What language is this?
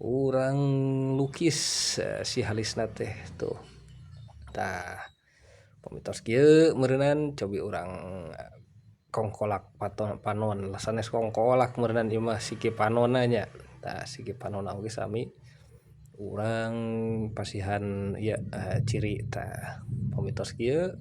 Sundanese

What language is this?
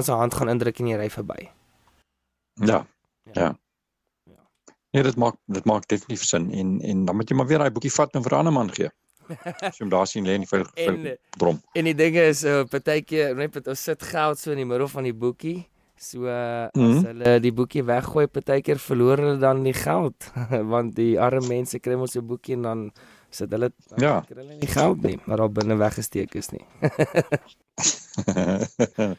Afrikaans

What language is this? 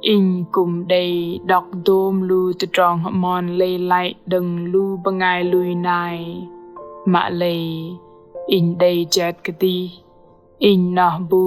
Bahnar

